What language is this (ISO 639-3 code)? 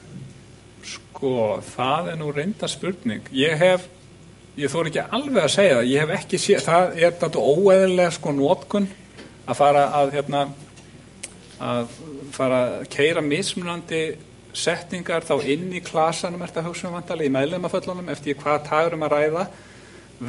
isl